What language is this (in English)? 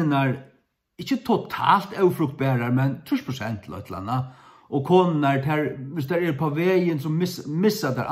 Faroese